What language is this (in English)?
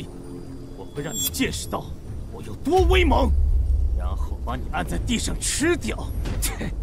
Chinese